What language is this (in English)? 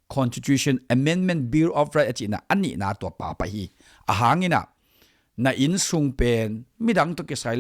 Tedim Chin